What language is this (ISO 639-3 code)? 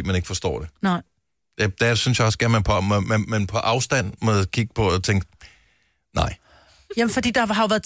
dan